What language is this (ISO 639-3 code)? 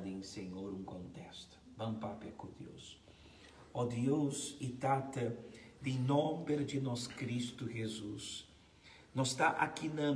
pap